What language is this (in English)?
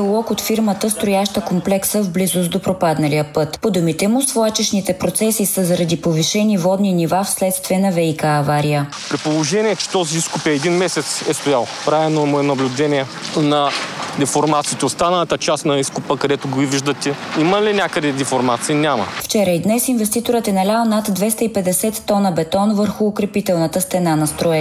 Bulgarian